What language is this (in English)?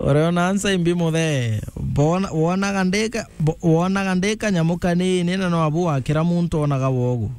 Meru